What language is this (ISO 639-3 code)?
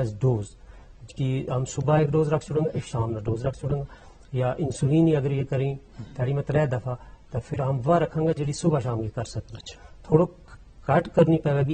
gju